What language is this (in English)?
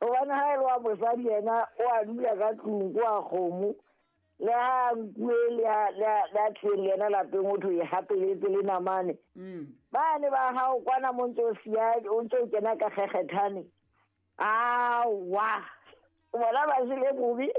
Southern Sotho